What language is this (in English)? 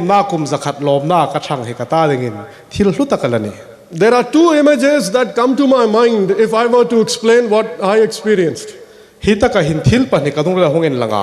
Hmar